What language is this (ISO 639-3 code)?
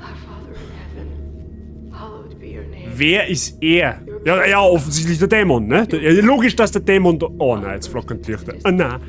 bar